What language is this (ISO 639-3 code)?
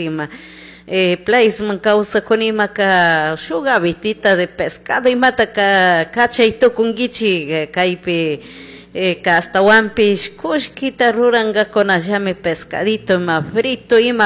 qug